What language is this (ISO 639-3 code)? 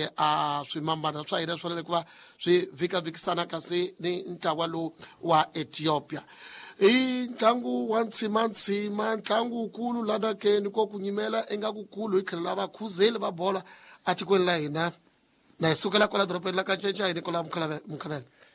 tso